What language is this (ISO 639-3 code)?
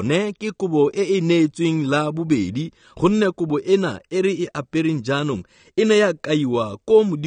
tsn